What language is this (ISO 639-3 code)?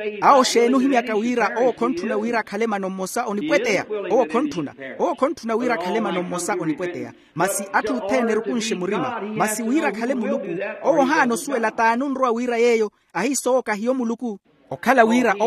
vmw